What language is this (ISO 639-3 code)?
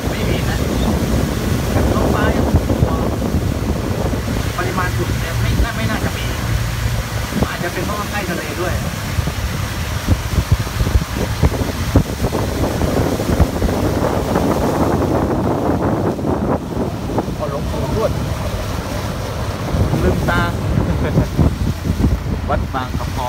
tha